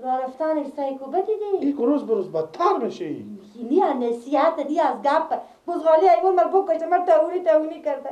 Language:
Persian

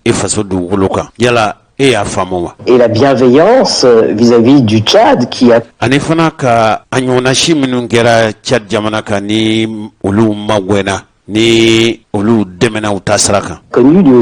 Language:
Bambara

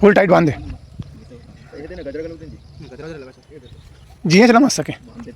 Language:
Chhattisgarhi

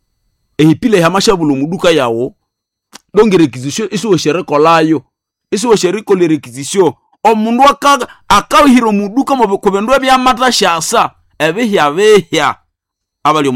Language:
Nande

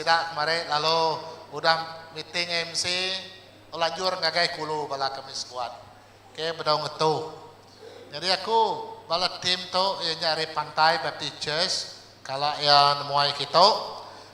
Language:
Iban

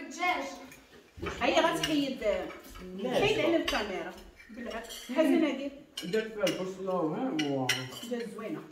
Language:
Moroccan Arabic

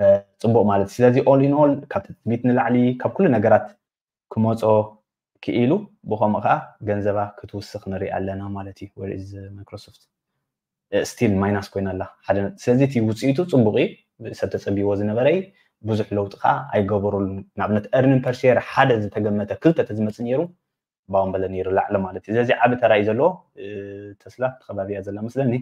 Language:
Tigrinya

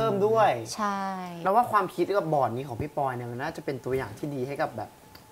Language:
Thai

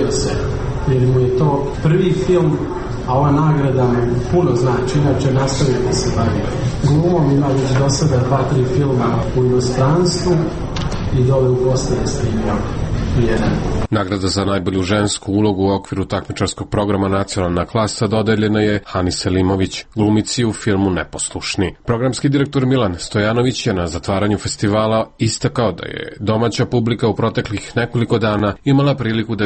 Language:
Serbian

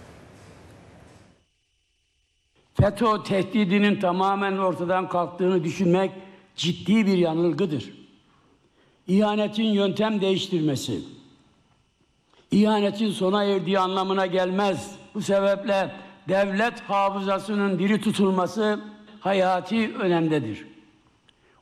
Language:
Turkish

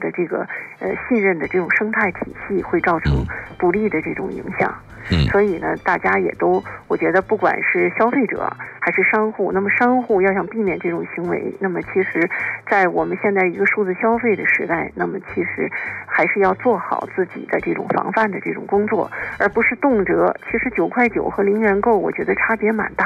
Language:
Chinese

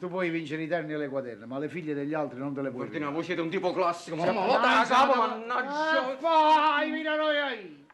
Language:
Neapolitan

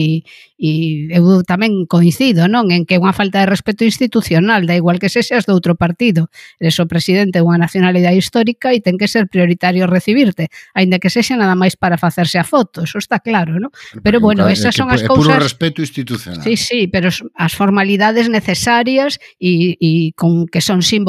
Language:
Galician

